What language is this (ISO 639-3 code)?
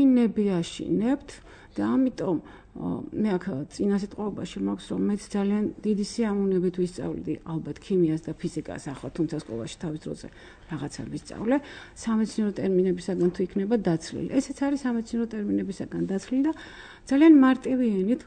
kat